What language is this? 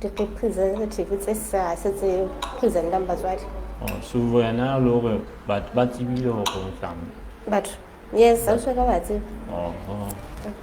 Southern Sotho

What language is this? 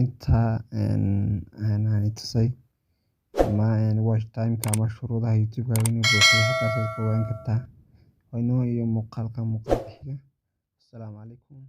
Somali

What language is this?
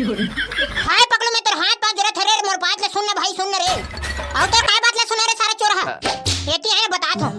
Chhattisgarhi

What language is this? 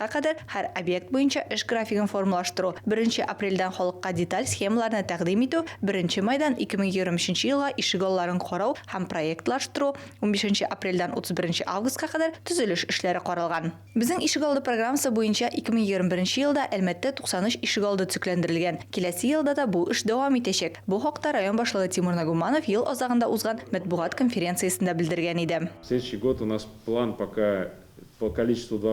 Tatar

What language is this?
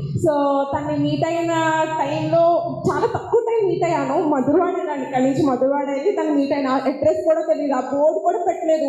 Telugu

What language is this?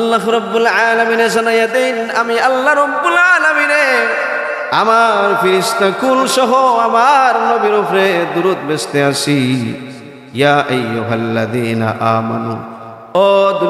Sylheti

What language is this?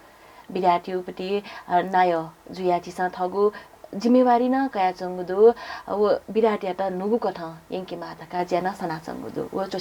Newari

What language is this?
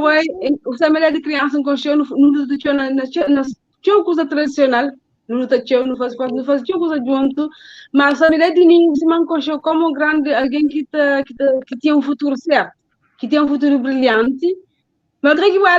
Kabuverdianu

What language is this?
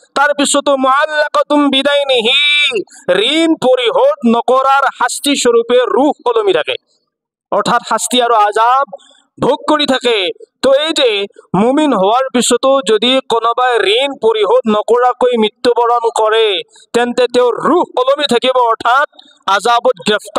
Assamese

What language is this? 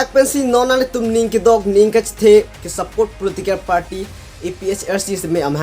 Karbi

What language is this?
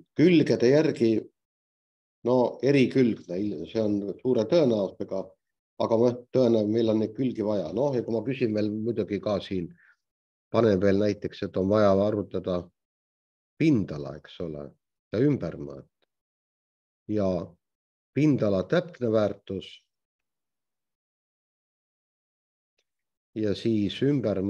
Estonian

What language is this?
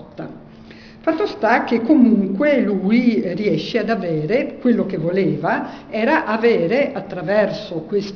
Italian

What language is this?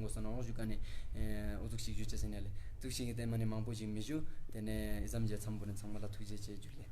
Ladakhi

